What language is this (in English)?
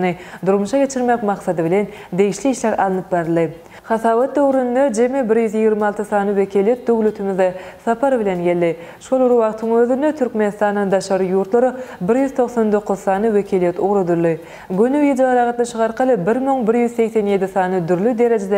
Turkmen